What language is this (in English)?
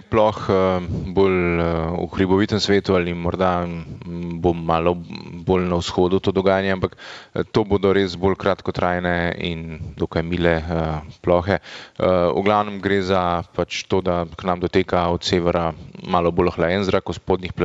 Slovenian